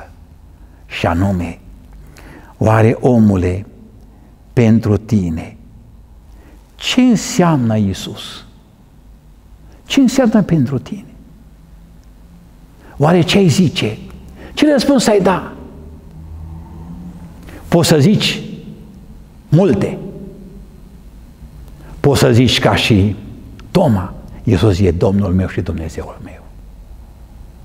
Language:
Romanian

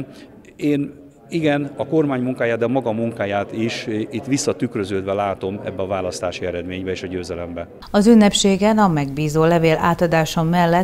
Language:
Hungarian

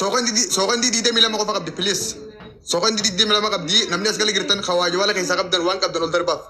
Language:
Oromo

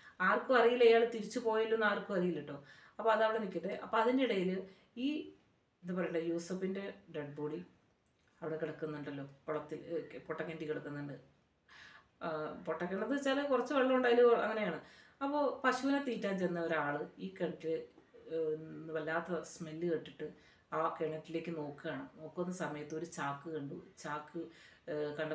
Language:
Malayalam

